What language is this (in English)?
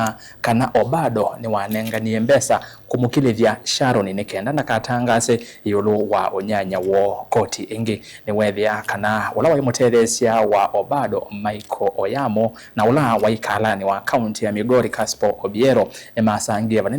Kamba